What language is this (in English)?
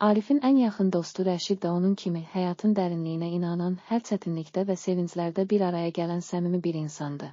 Azerbaijani